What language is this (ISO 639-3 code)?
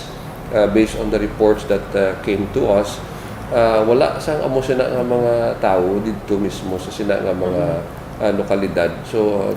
hil